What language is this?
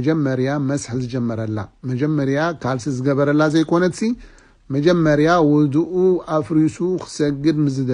Tigrinya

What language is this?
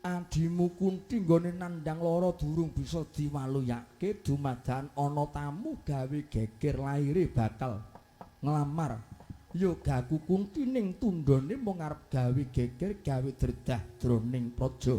Javanese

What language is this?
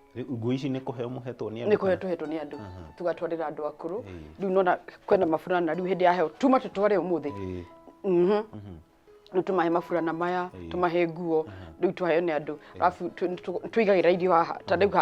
Kikuyu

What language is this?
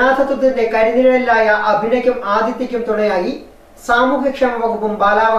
Malayalam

